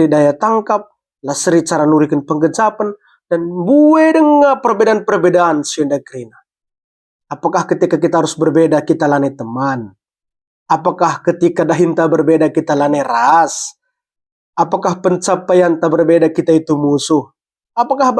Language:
Batak Karo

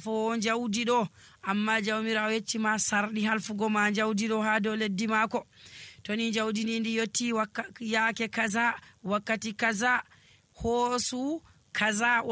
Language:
Nigerian Fulfulde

